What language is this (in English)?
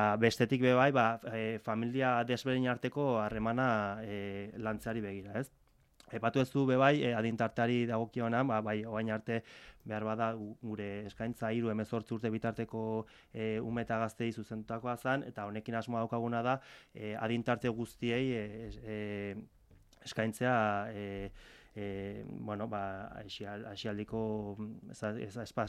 Basque